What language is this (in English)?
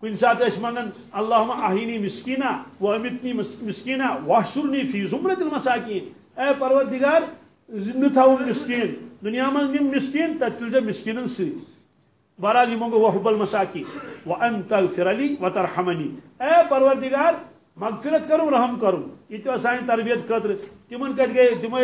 Kashmiri